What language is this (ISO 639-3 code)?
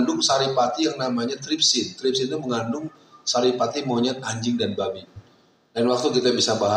ind